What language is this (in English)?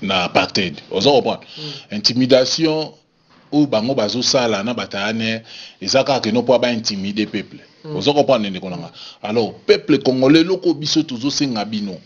Lingala